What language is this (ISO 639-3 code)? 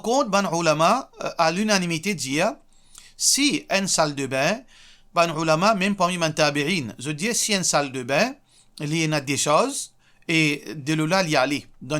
mfe